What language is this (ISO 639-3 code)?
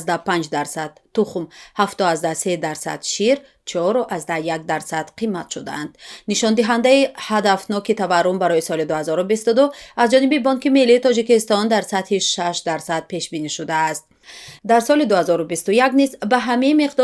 tgk